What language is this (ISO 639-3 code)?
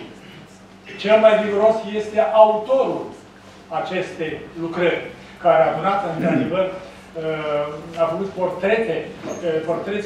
ron